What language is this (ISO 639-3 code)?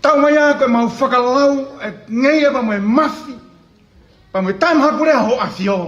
ton